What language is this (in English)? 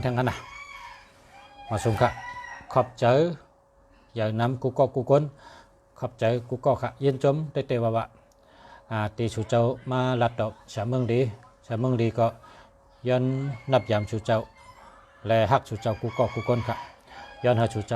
Shan